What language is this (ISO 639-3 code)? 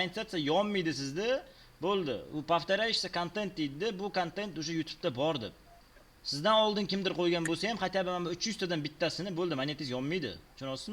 uzb